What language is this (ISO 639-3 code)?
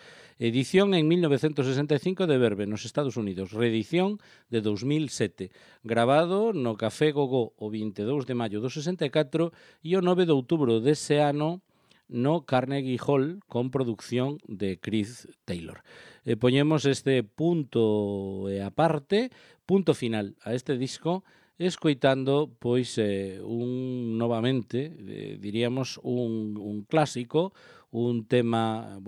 glg